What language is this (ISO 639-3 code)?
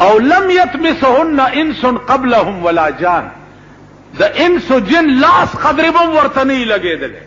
pus